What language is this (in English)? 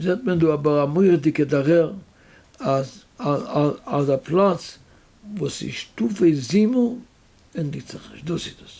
Yiddish